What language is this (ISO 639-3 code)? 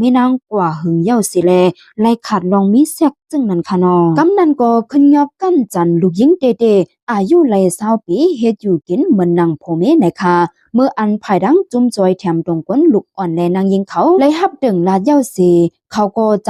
shn